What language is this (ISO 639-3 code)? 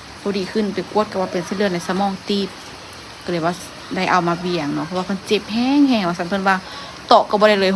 lao